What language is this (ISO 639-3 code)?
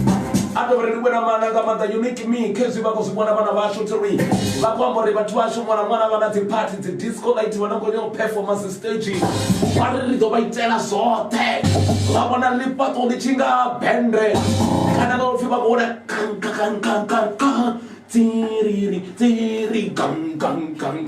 ven